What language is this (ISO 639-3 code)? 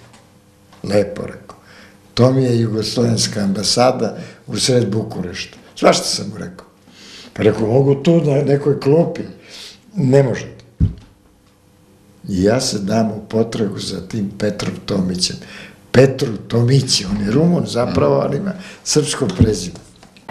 srp